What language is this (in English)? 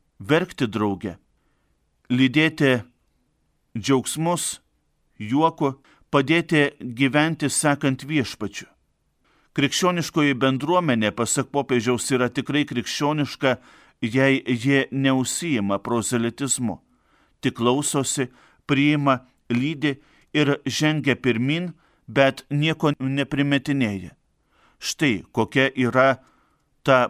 Lithuanian